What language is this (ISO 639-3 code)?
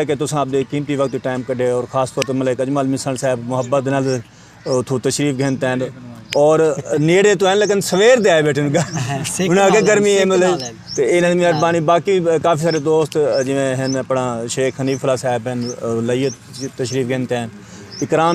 skr